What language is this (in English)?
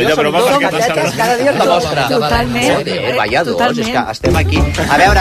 Catalan